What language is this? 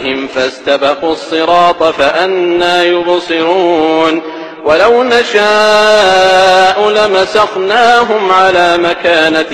Arabic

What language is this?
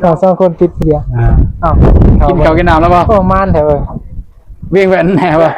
Northeastern Thai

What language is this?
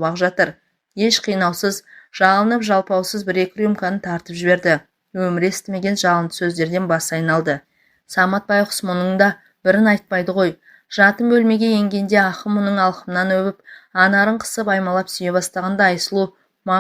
Kazakh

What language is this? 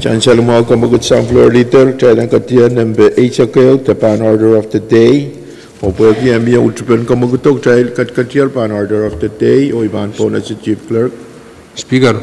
Pohnpeian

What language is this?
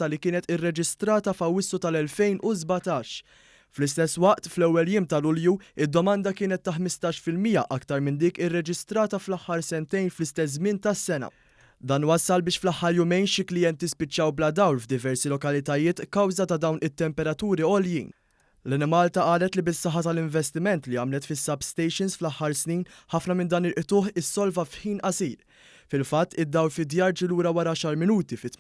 Maltese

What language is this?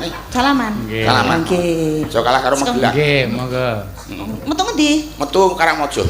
Javanese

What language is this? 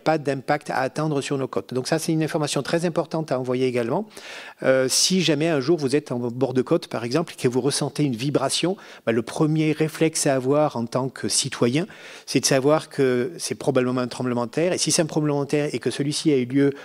French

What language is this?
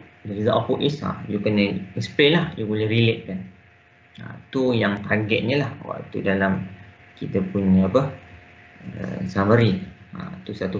Malay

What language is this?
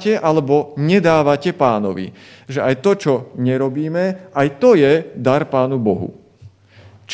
Slovak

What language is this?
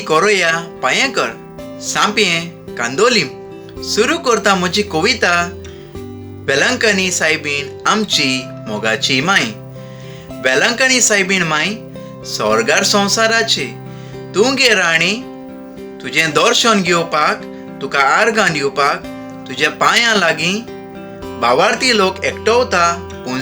Konkani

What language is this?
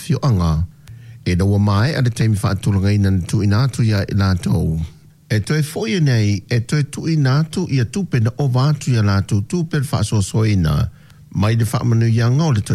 Samoan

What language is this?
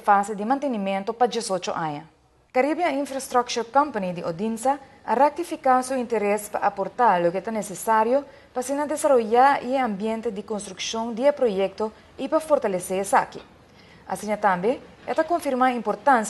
Papiamento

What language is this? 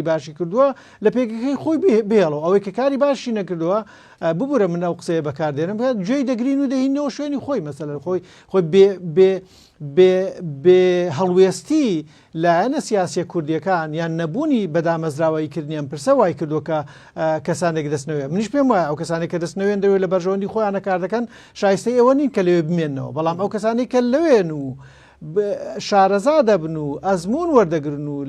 Central Kurdish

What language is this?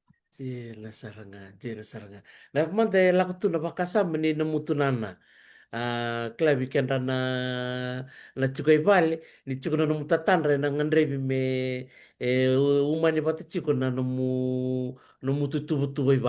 Fijian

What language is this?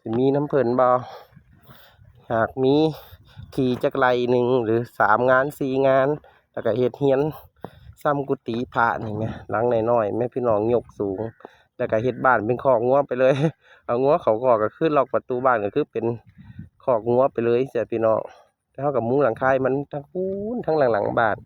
Northeastern Thai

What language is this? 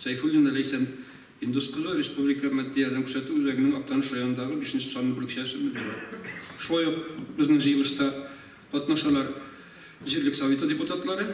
Tatar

